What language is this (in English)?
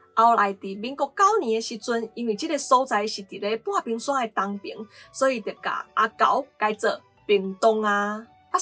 Min Nan Chinese